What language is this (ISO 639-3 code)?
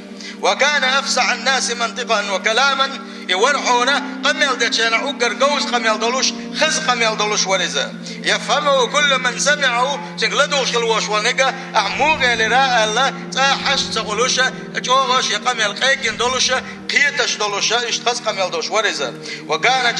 che